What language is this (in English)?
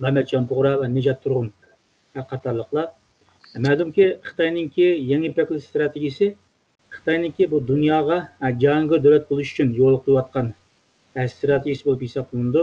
Uyghur